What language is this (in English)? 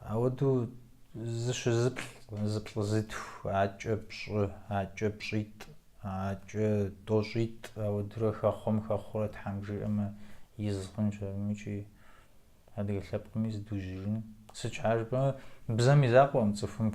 Kabardian